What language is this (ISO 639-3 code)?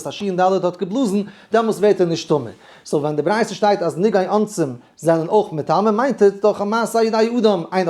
yid